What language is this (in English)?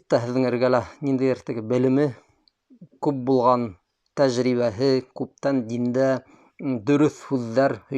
Bashkir